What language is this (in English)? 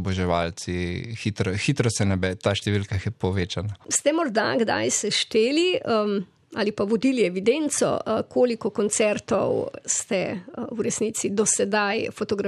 Slovenian